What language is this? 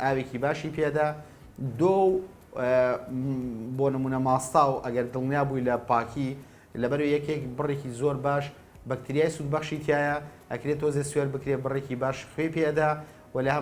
Central Kurdish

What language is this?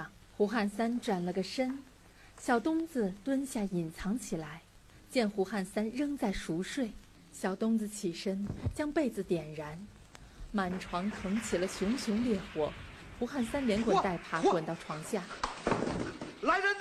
Chinese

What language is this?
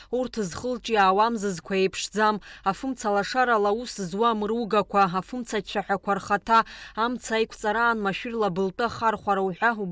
Abkhazian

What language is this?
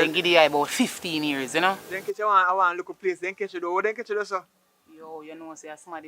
Jamaican Creole English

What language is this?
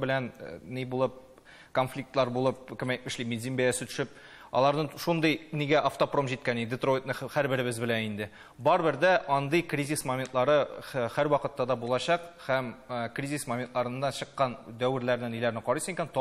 Tatar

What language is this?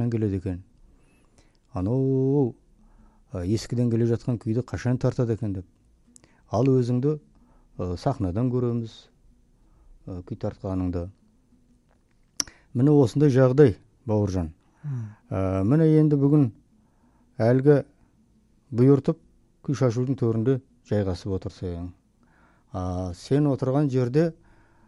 Kazakh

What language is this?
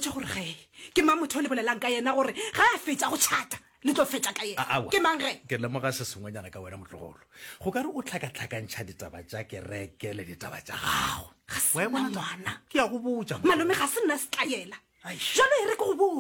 Northern Sotho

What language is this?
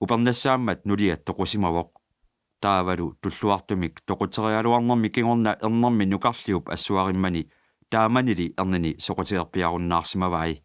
Kalaallisut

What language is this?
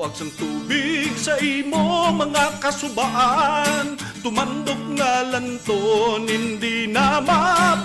Hiligaynon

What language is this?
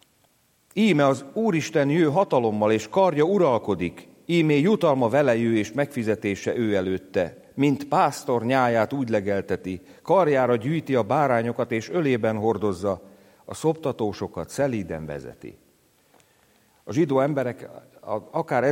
Hungarian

